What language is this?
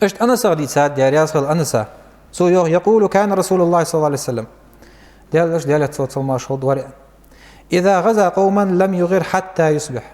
Ingush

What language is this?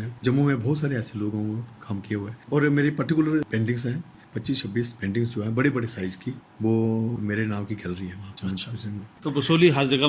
Gujari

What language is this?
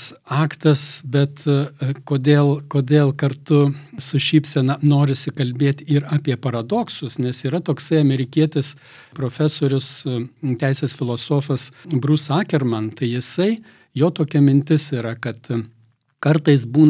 Lithuanian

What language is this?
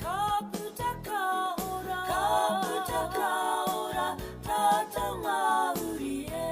Māori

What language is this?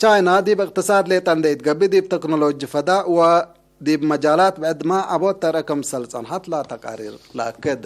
Tigre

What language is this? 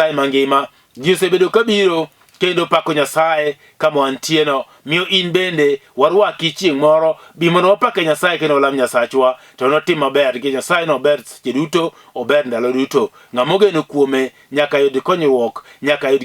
Luo (Kenya and Tanzania)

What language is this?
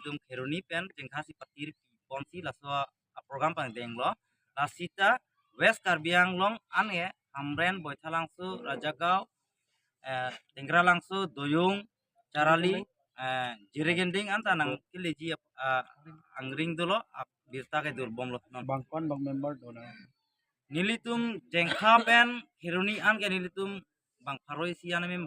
Karbi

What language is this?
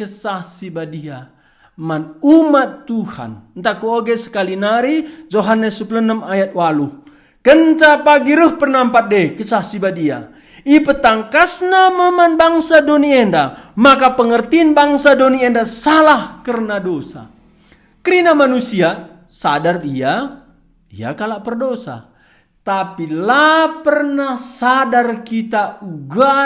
Batak Karo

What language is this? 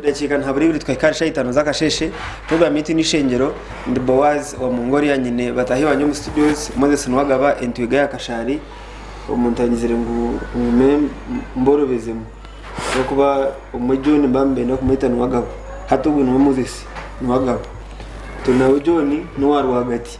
Nyankole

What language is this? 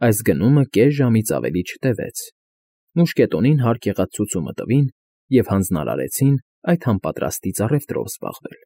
Armenian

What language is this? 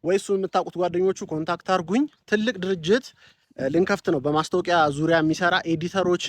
Amharic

